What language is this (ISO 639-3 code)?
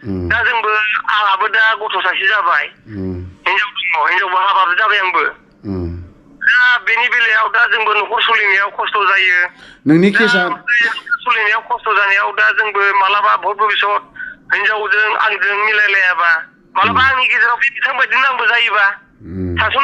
brx